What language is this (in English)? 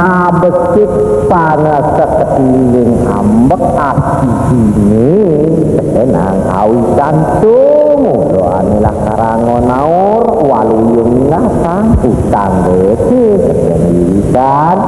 Balinese